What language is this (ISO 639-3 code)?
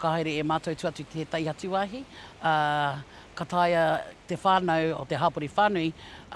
mri